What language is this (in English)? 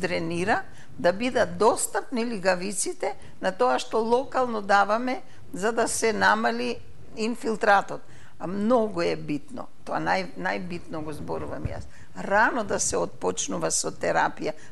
Macedonian